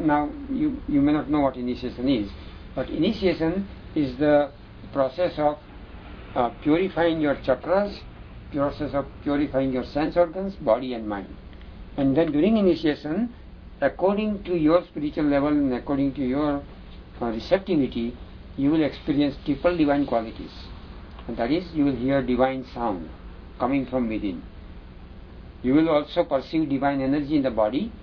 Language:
English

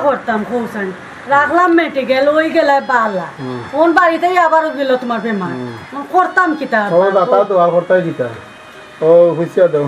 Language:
Sylheti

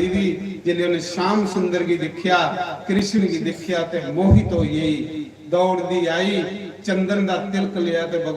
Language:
Dogri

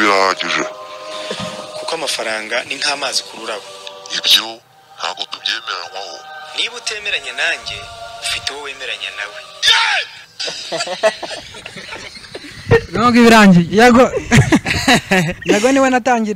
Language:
Kinyarwanda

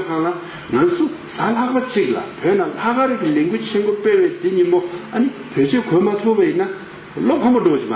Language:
Tibetan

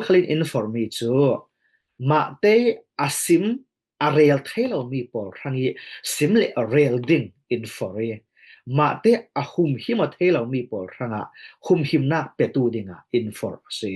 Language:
Falam Chin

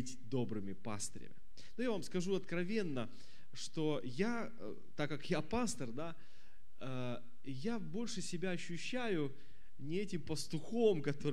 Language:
Russian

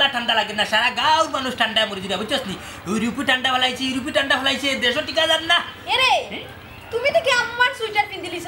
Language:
Sylheti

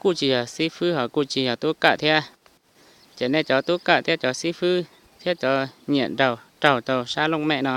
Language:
Hmong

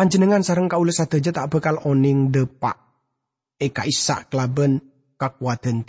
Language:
Madurese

